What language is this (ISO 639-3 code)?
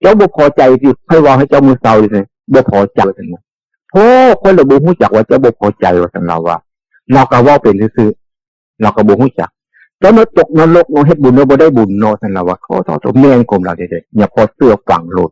tts